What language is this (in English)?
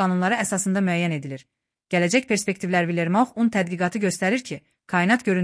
Azerbaijani